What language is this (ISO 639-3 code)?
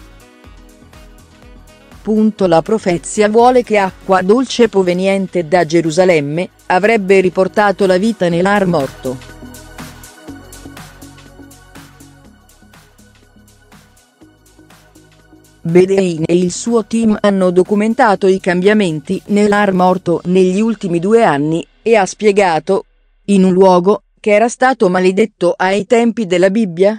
ita